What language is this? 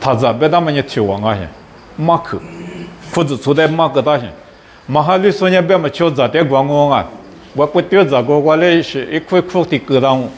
Lisu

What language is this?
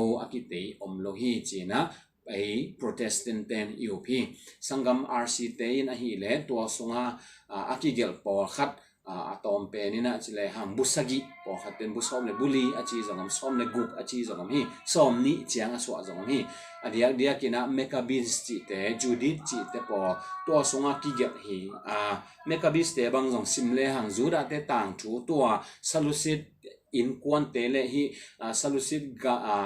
Tedim Chin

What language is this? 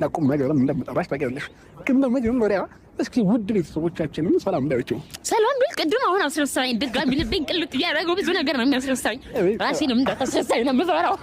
Amharic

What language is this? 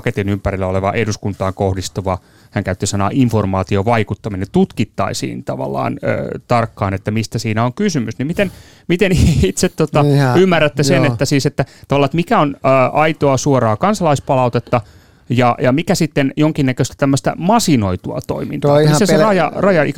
Finnish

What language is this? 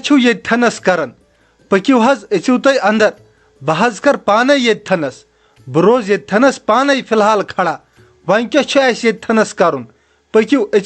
Kashmiri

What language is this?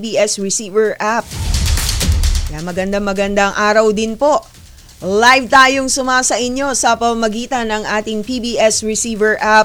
Filipino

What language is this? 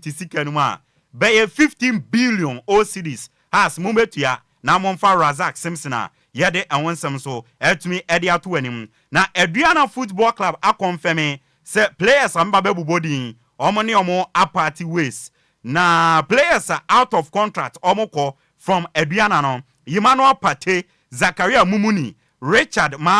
Akan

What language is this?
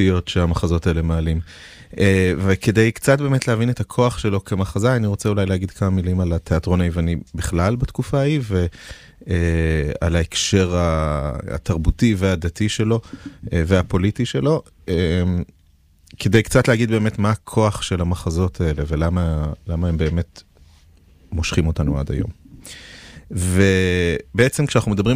Hebrew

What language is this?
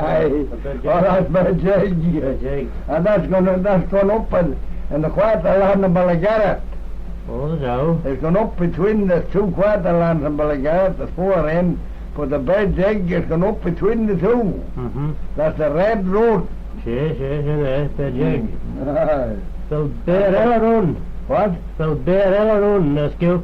Manx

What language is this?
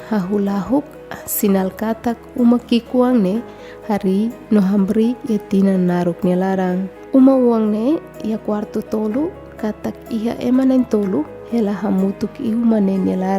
Tetum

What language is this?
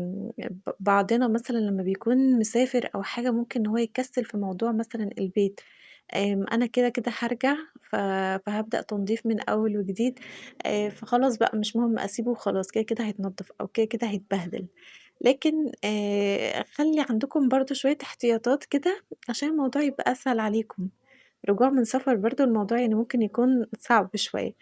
Egyptian Arabic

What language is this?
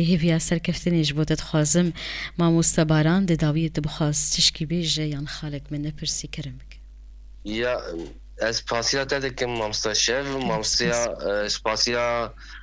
Kurdish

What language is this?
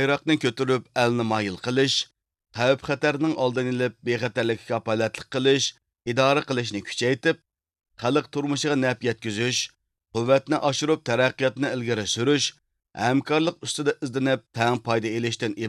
Uyghur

